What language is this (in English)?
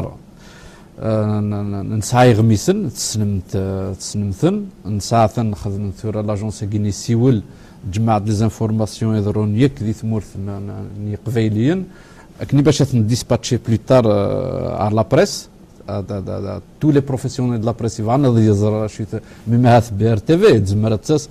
Kabyle